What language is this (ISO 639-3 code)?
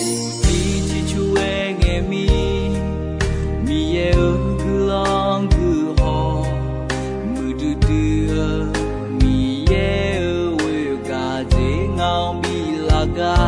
ahk